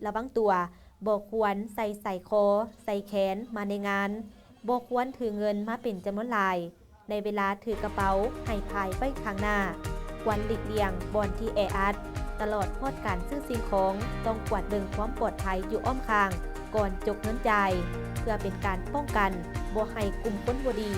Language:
Lao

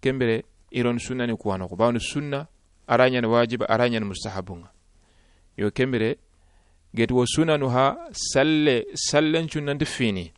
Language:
Soninke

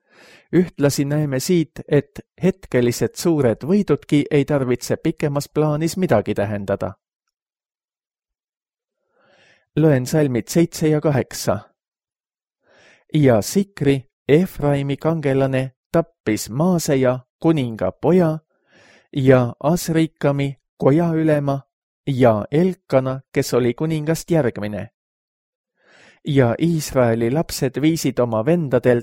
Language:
Estonian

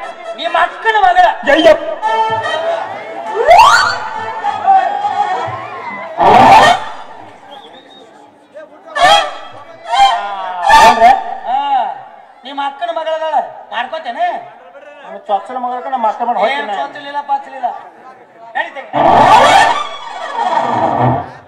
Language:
Kannada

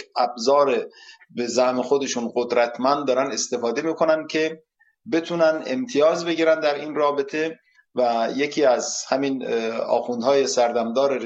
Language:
Persian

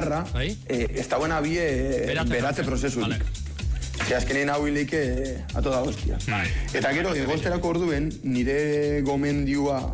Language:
Basque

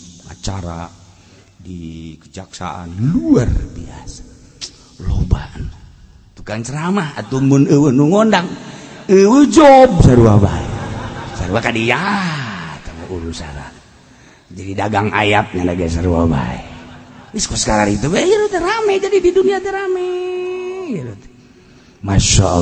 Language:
Sundanese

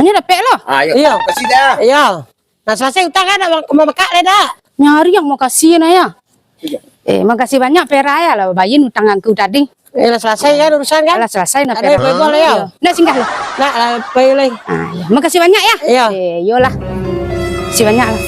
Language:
Minangkabau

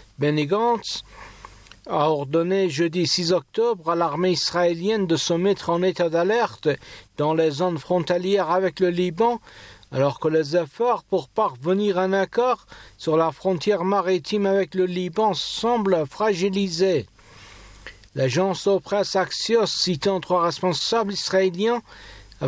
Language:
French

